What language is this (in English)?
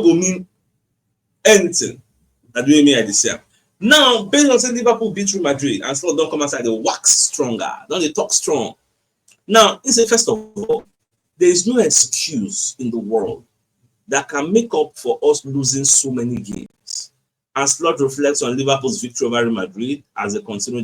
Nigerian Pidgin